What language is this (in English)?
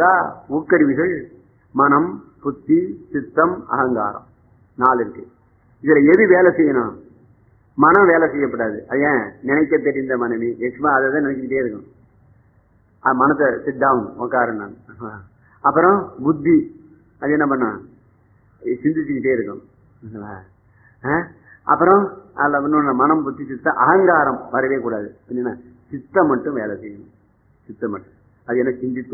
Tamil